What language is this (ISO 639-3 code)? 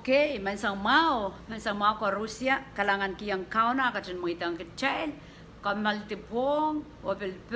pon